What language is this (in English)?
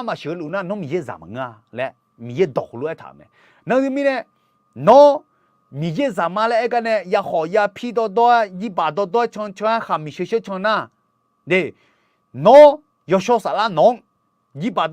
Akha